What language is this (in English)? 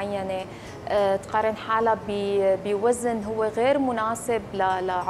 North Levantine Arabic